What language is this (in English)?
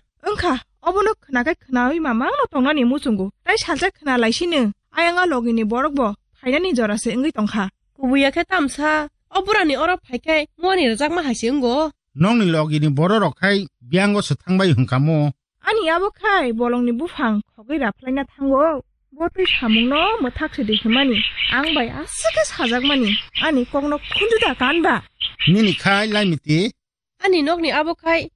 Kok Borok